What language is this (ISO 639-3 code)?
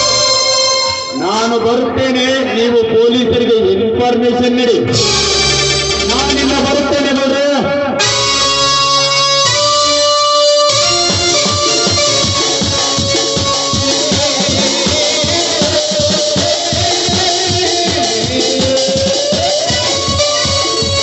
kan